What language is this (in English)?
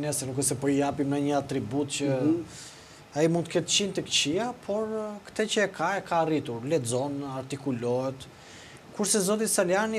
Albanian